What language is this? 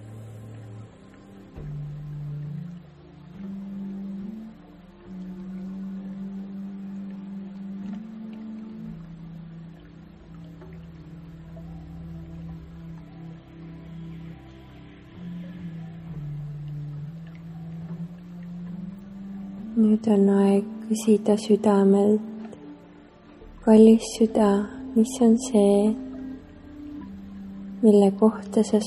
Estonian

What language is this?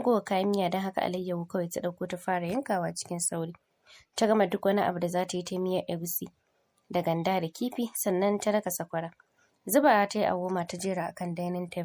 Hausa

